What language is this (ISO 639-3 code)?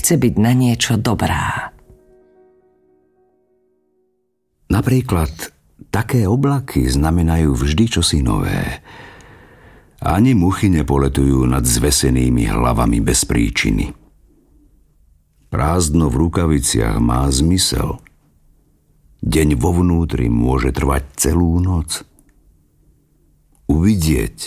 slk